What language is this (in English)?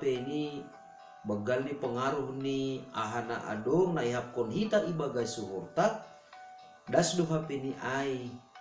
Batak Simalungun